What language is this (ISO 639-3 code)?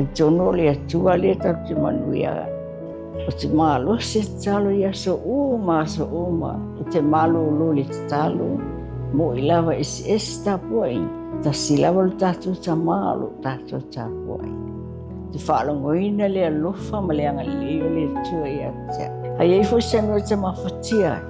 smo